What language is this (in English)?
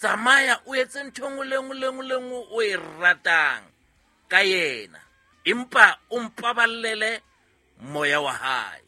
Southern Sotho